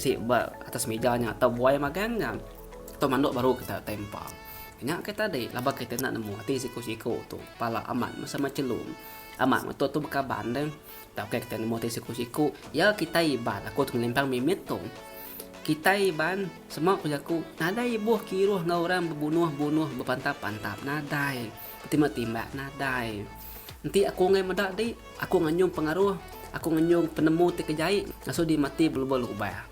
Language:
Iban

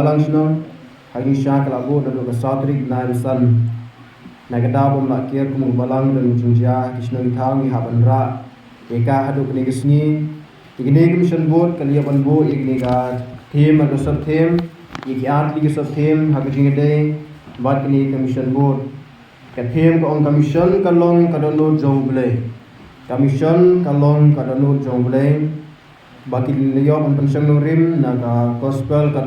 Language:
Khasi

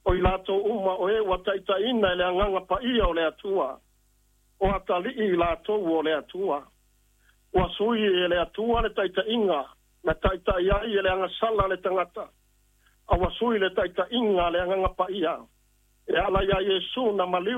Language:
Samoan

